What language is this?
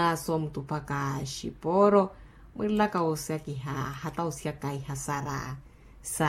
Makhuwa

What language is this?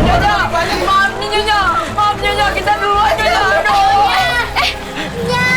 Betawi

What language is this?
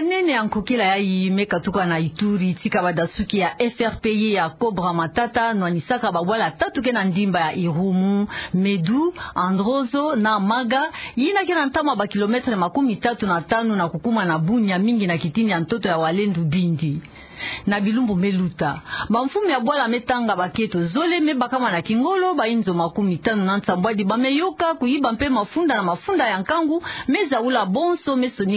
Kituba (Democratic Republic of Congo)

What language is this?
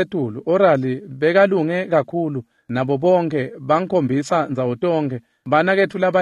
Swati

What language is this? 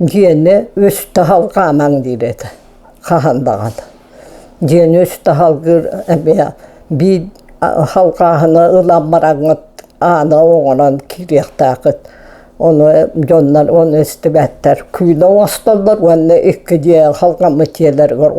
Yakut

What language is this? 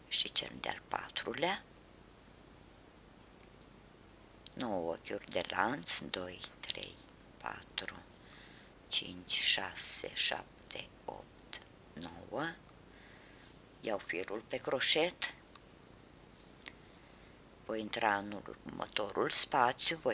Romanian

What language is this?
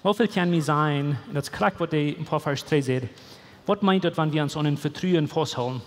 Plautdietsch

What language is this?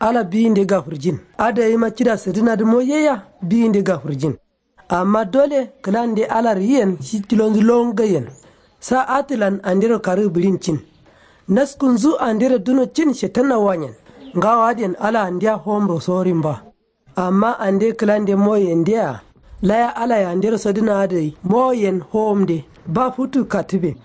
Kanuri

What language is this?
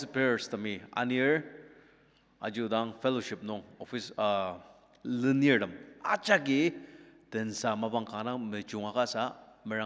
Ao Naga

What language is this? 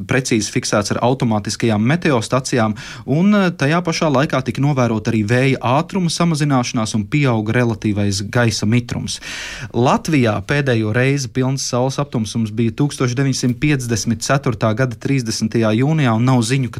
Latvian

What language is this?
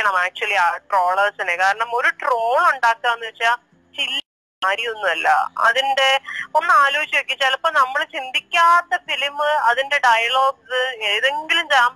Malayalam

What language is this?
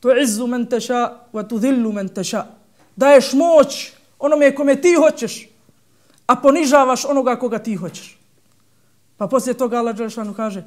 Bosnian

